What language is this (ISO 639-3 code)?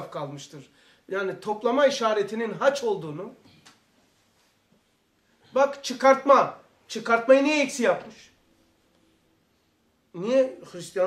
tur